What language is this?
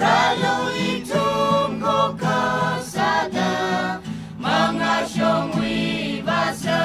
Tangkhul Naga (India)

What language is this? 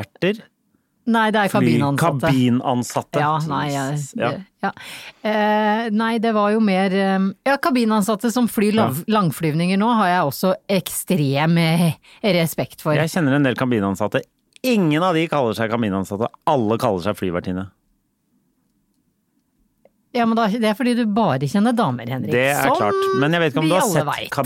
Norwegian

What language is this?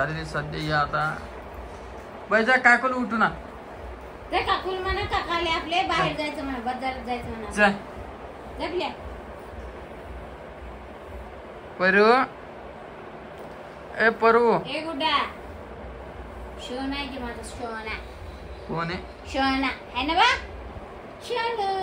Marathi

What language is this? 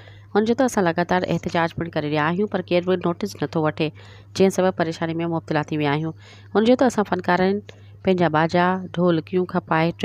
Sindhi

